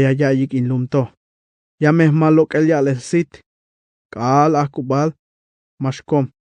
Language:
Tzeltal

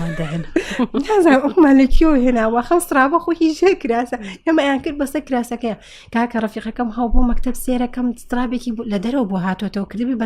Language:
Central Kurdish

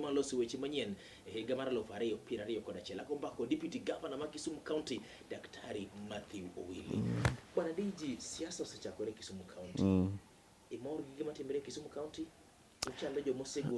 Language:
Luo (Kenya and Tanzania)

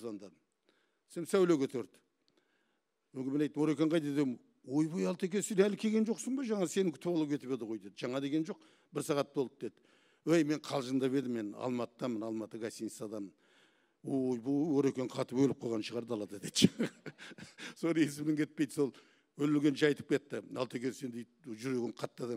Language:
Kazakh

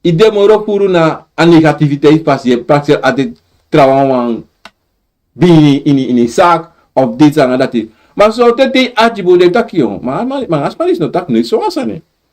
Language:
Sranan Tongo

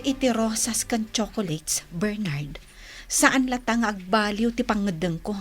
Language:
Iloko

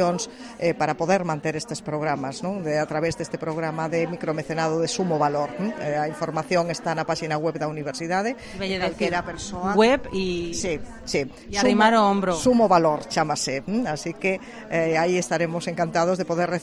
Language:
Galician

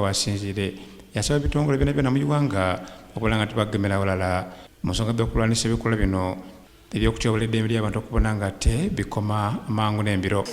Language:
Soga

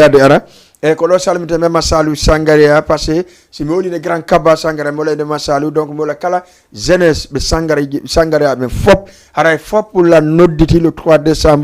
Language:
Fula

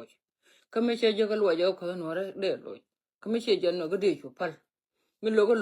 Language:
Nuer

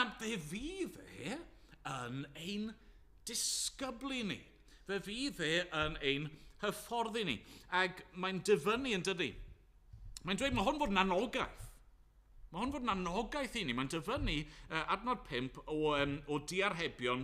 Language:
Welsh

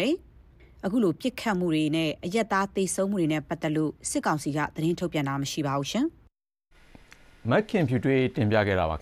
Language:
Burmese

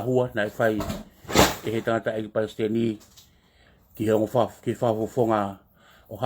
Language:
Tongan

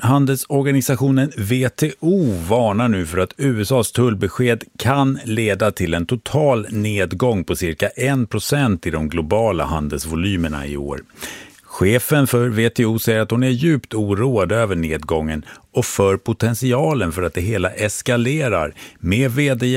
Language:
Swedish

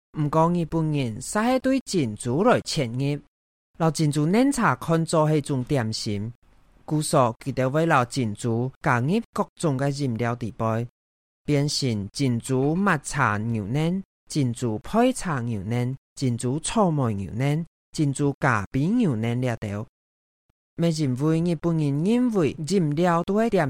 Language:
Hakka Chinese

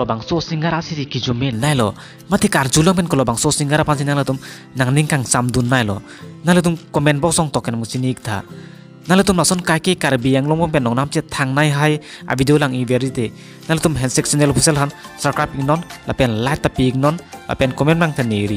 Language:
Karbi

